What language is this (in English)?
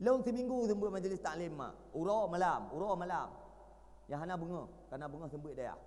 Achinese